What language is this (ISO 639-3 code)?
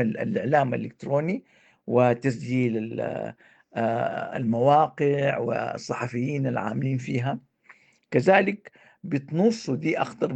apd